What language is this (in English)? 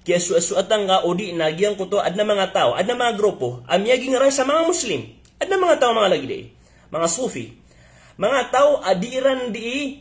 Maranao